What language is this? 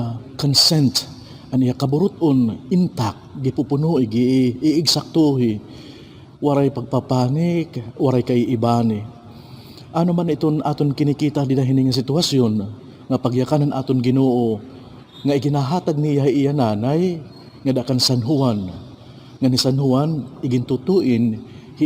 Waray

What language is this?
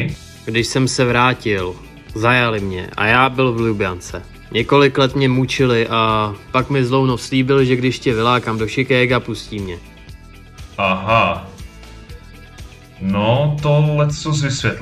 Czech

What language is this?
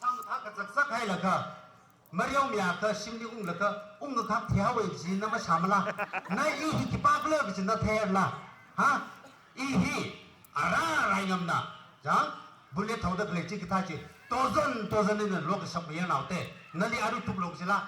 Tangkhul Naga (India)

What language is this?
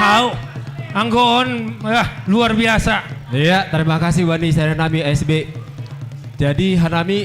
Batak Simalungun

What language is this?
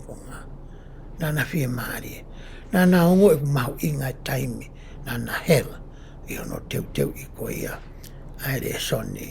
Tongan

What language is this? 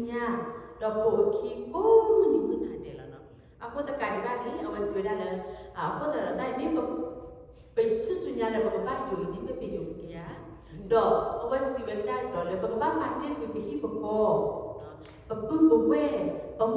S'gaw Karen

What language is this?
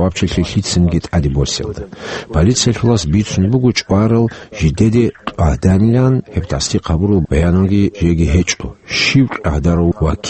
Avaric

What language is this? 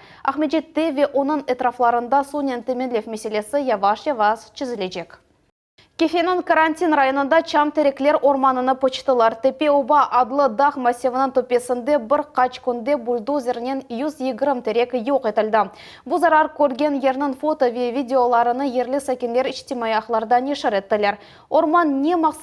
Crimean Tatar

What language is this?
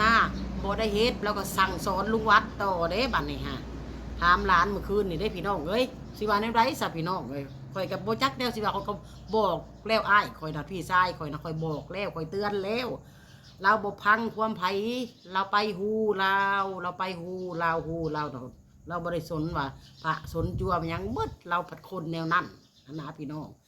Northeastern Thai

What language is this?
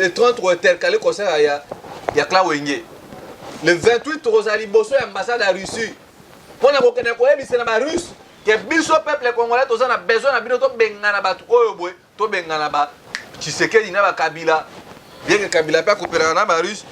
Lingala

